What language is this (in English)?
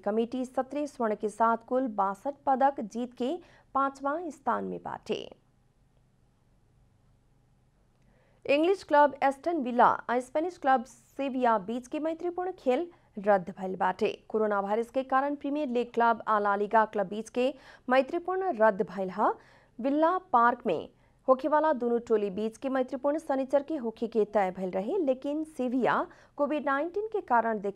Bhojpuri